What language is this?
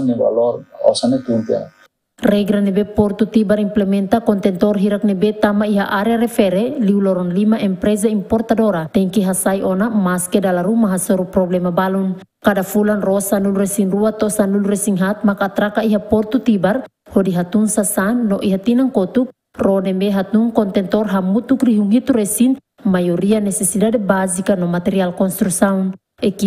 Tetum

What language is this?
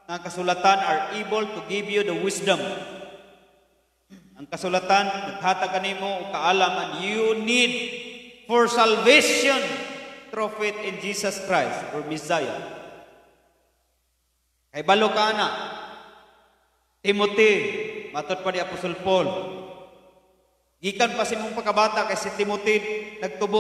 Cebuano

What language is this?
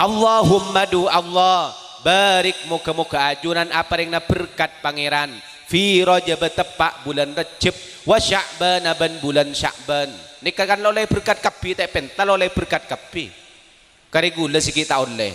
Madurese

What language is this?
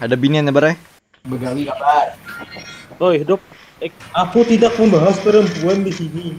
Banjar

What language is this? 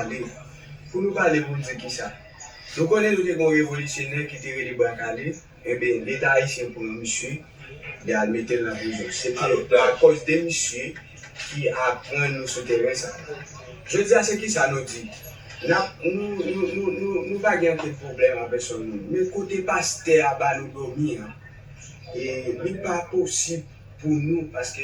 Haitian Creole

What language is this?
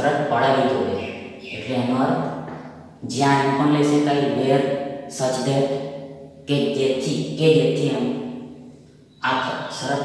Gujarati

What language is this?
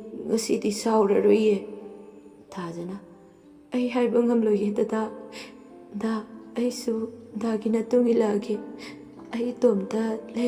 Manipuri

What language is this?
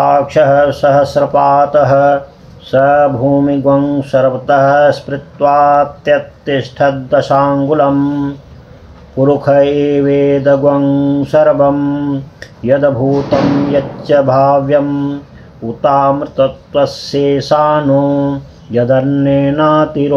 Sanskrit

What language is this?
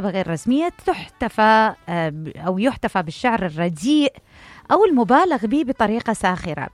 Mesopotamian Arabic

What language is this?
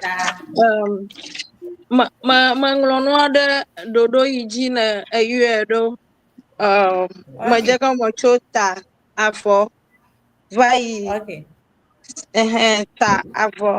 Ewe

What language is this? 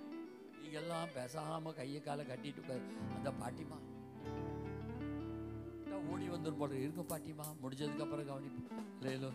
Tamil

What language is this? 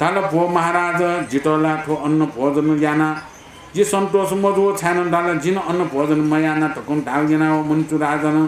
Newari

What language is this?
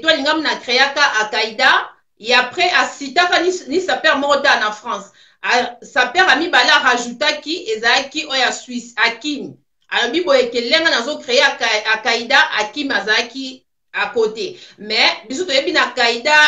Lingala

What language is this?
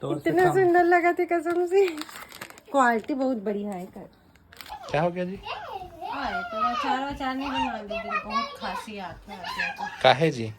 Chhattisgarhi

